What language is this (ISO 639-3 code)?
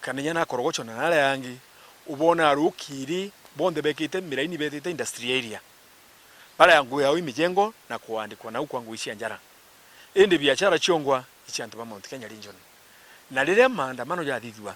mer